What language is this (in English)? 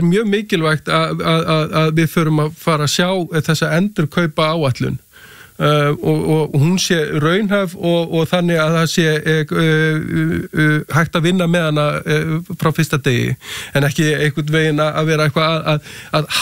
Icelandic